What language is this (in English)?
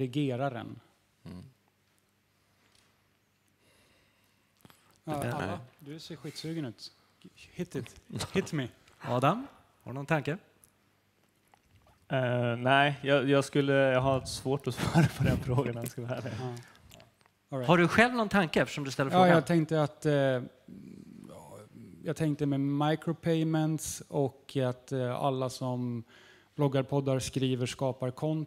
Swedish